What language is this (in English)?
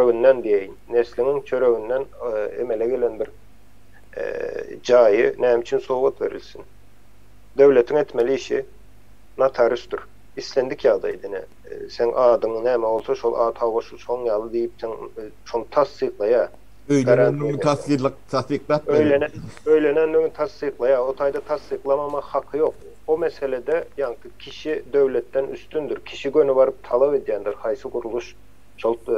Turkmen